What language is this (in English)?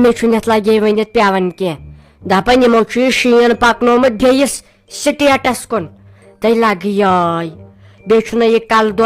Kashmiri